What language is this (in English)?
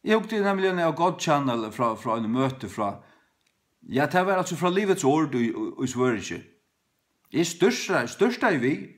Faroese